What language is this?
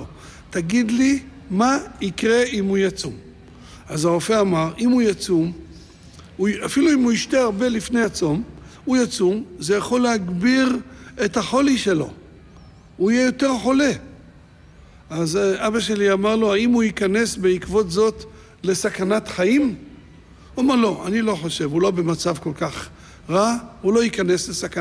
Hebrew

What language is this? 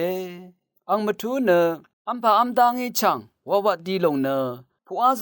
Rawang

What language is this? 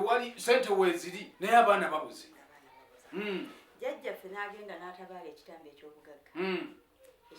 Ganda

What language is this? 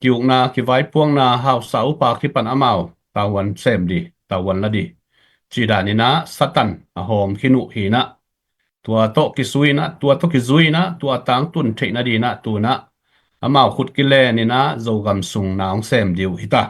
Tedim Chin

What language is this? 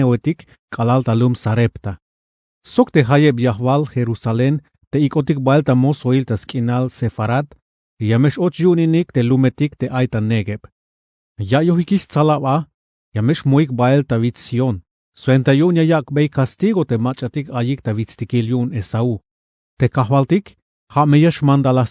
Tzeltal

